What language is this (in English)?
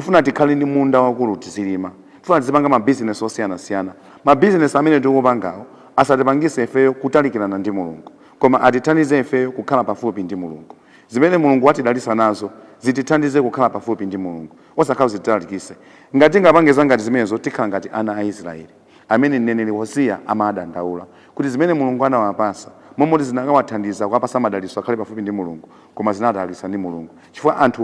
Nyanja